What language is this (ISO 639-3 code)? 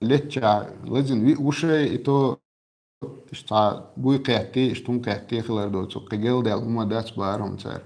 che